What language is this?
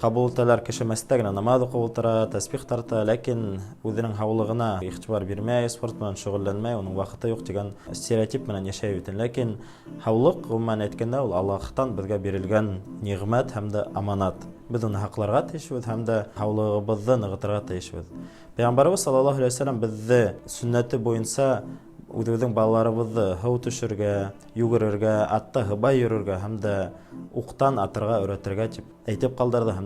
Bashkir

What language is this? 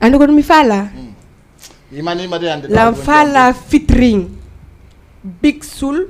Fula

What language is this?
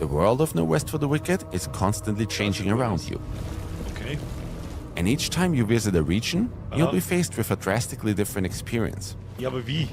Bavarian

